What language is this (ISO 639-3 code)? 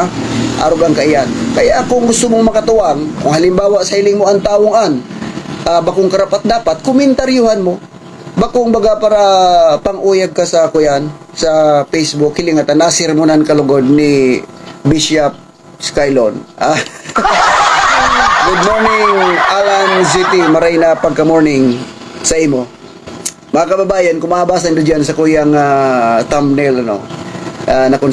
bik